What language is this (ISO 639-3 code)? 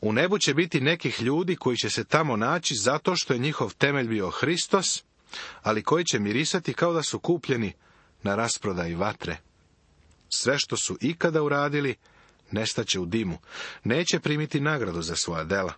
srp